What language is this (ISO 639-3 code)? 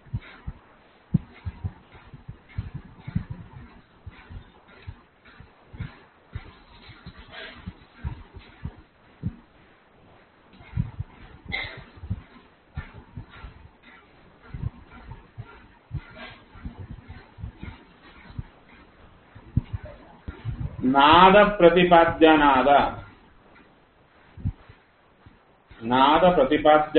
kan